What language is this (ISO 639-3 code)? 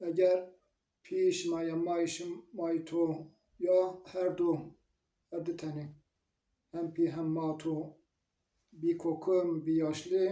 zza